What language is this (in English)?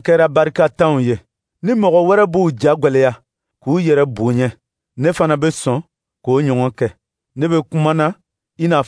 Dyula